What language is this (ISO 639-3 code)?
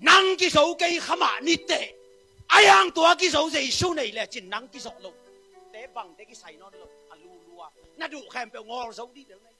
ctd